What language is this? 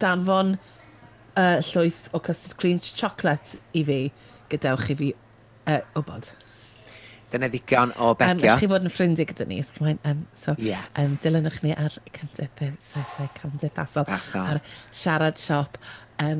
Welsh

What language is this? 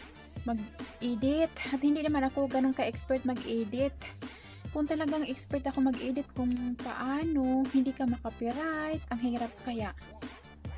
Filipino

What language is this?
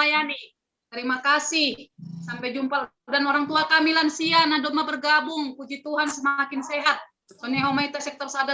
Batak Simalungun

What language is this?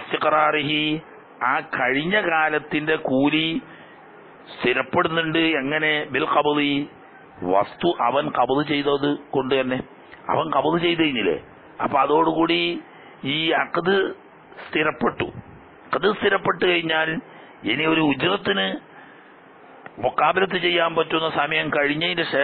Malayalam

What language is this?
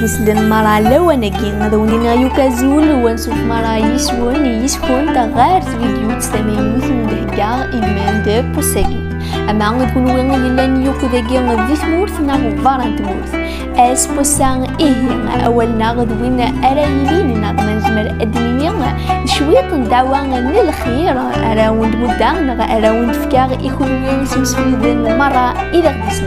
Kabyle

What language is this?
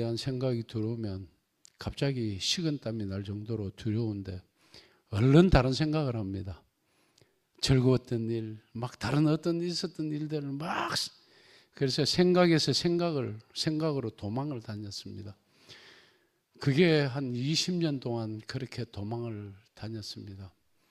Korean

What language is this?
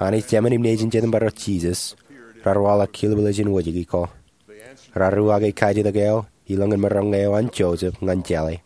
Marshallese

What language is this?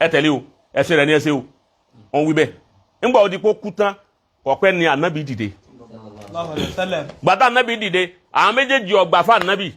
Yoruba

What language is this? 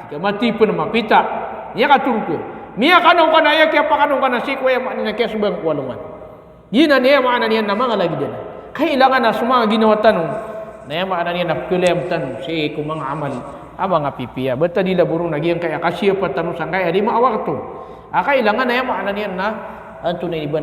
Maranao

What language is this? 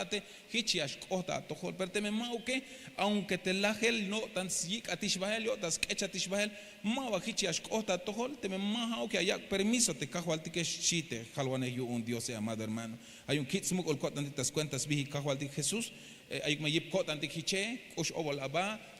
Tzeltal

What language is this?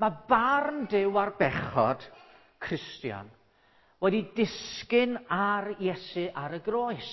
Welsh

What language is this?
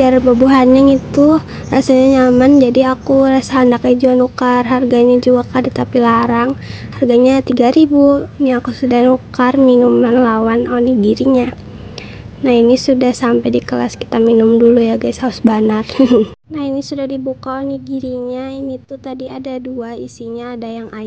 Banjar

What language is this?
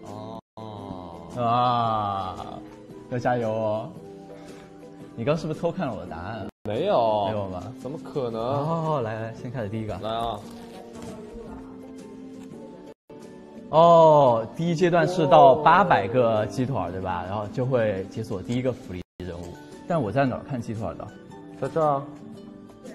Chinese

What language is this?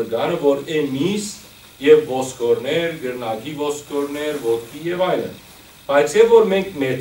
Western Armenian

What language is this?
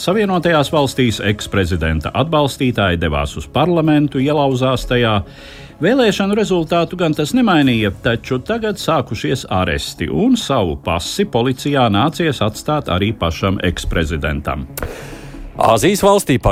Latvian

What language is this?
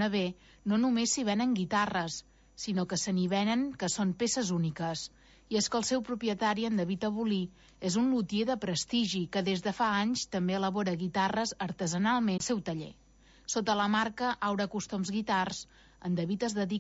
Catalan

